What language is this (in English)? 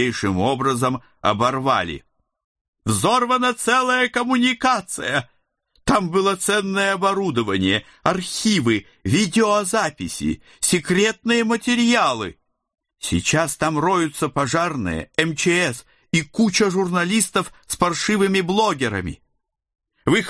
Russian